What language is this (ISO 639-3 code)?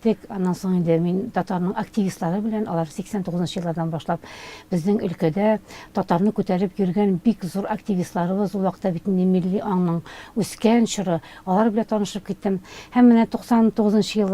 tat